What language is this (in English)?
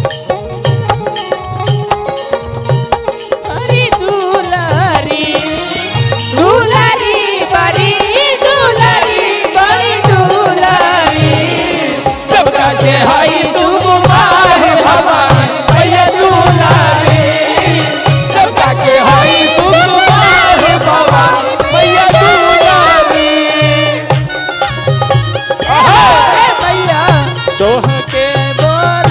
Bhojpuri